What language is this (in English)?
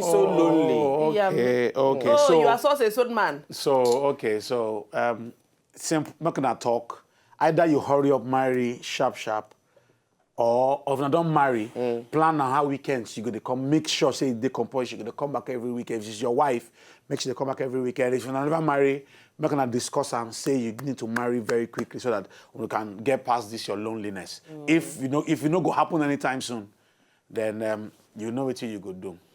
Nigerian Pidgin